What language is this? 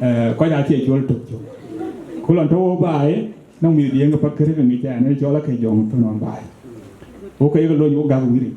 Dinka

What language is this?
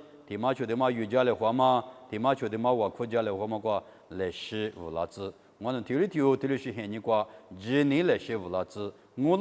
Lisu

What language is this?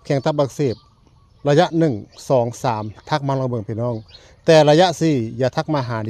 Northeastern Thai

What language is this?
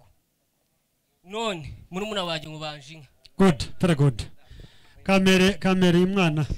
Kinyarwanda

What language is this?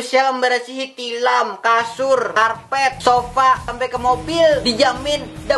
Banjar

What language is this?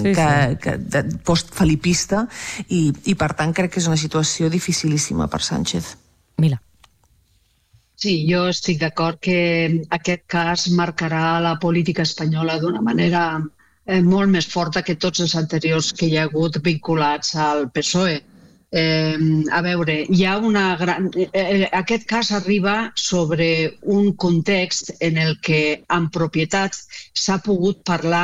Catalan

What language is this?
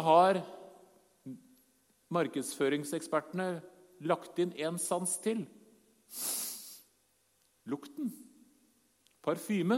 Norwegian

